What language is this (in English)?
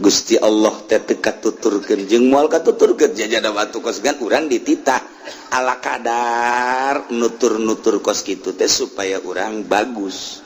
Sundanese